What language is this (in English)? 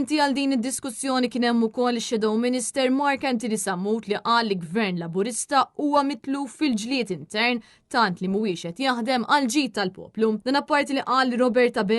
Maltese